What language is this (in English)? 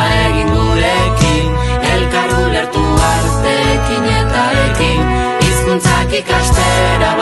Basque